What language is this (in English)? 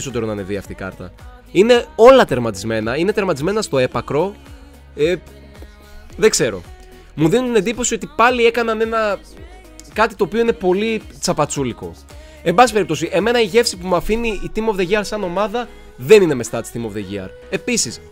Greek